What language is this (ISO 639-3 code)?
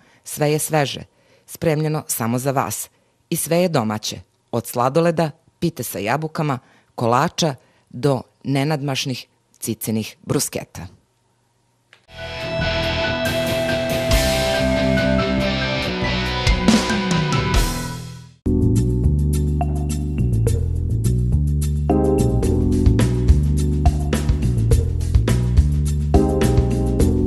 srp